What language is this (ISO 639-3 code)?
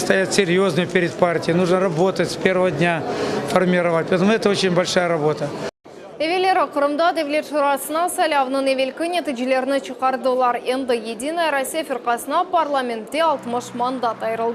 crh